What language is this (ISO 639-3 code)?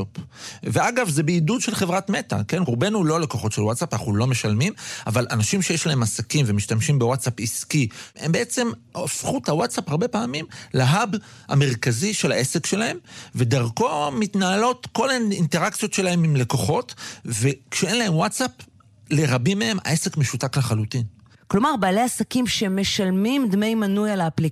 heb